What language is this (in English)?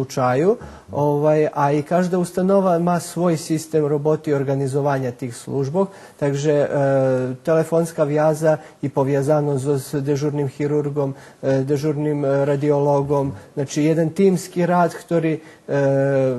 Rusyn